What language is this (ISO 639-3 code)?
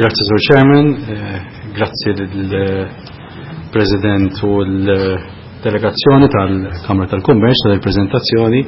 mlt